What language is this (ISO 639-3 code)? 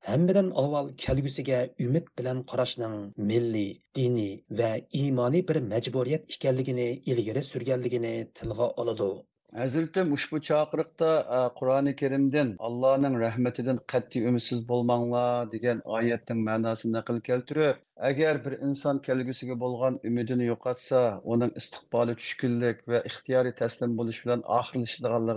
uig